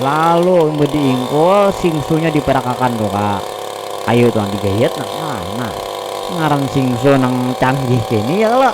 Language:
Banjar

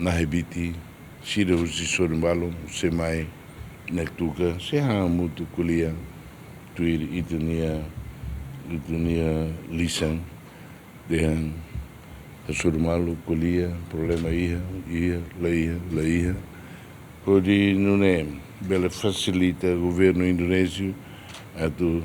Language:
Tetum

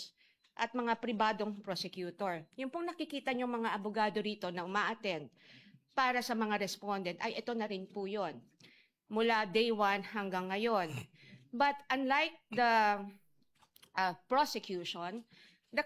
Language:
Filipino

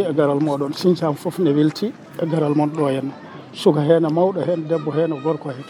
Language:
Fula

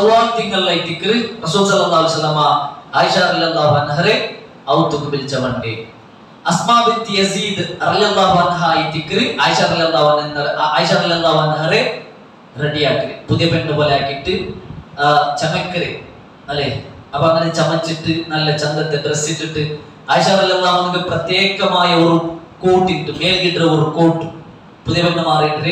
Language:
Malayalam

